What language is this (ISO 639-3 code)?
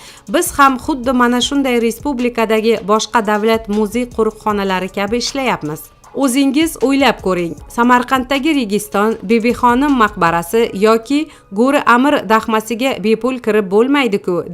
uzb